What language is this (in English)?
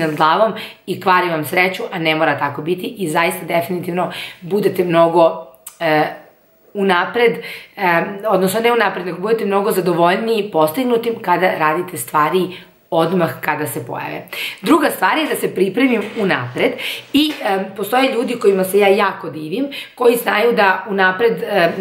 Serbian